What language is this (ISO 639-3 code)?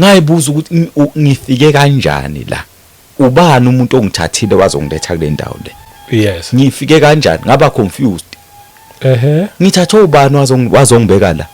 zul